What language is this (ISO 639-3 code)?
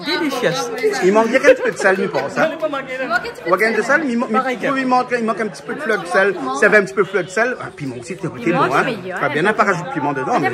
rcf